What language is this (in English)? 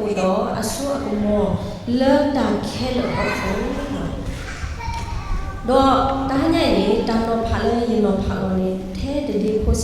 S'gaw Karen